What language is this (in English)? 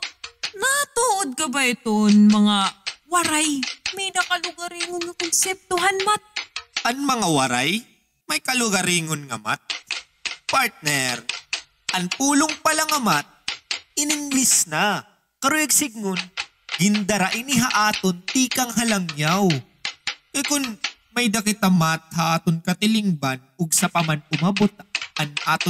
Waray